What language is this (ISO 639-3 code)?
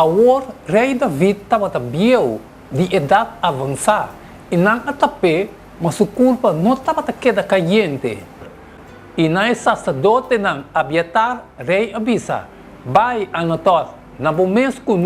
pap